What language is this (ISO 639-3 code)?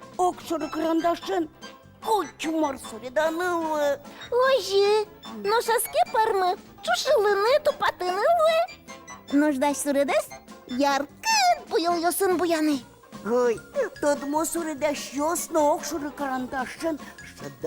udm